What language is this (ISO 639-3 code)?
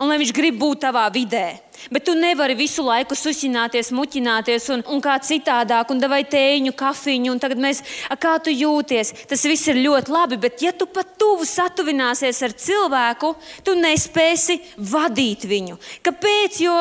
lav